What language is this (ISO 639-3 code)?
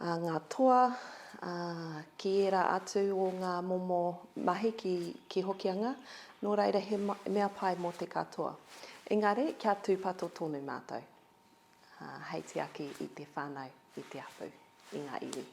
mri